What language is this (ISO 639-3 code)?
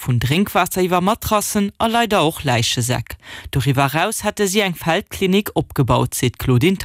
ltz